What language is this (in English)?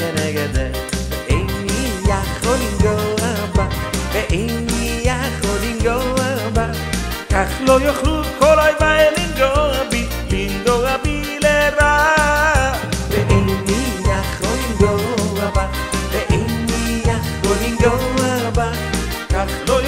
Hebrew